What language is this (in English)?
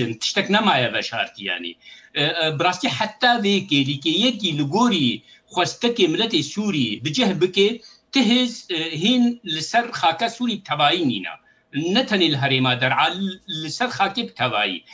Kurdish